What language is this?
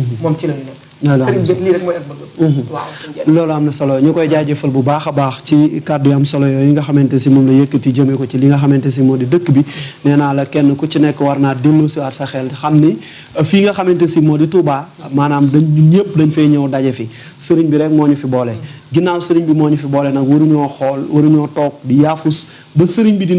Wolof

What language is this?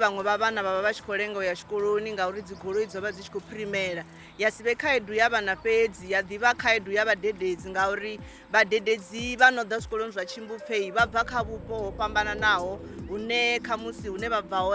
Venda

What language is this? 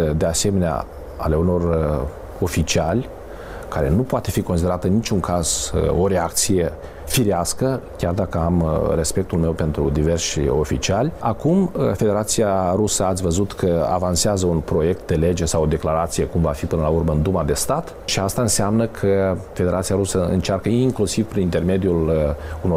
Romanian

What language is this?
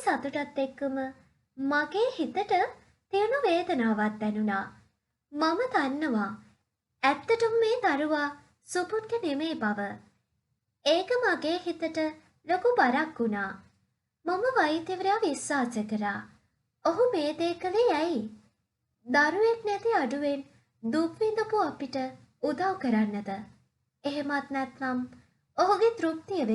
Sinhala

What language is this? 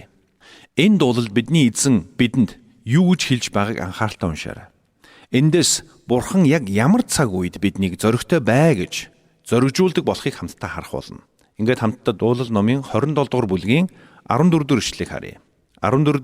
Mongolian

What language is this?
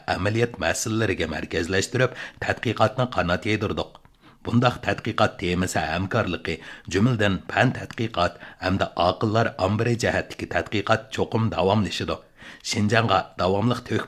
Uyghur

